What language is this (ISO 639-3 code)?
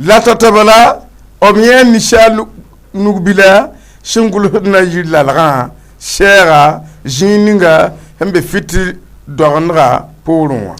mos